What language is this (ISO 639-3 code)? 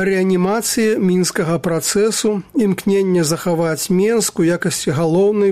bel